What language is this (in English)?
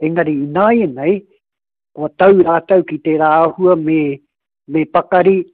Māori